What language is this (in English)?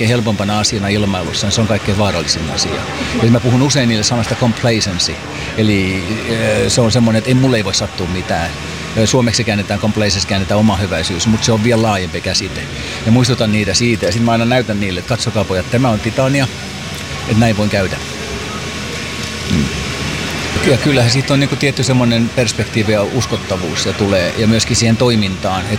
Finnish